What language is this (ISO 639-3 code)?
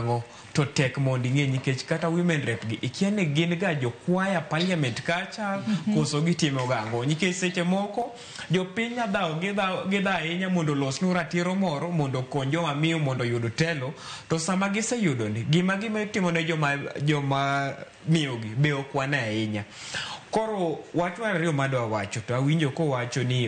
luo